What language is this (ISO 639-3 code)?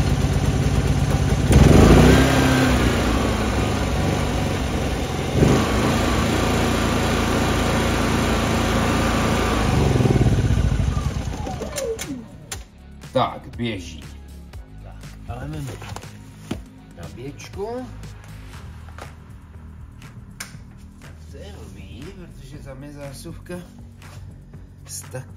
ces